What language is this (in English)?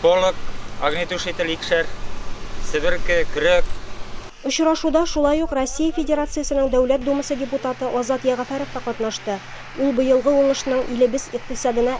Tatar